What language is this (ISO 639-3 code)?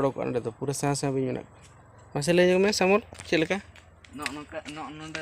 sat